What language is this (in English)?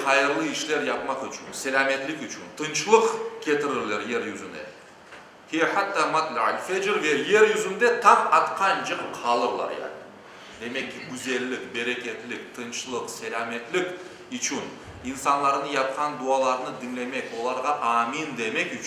Crimean Tatar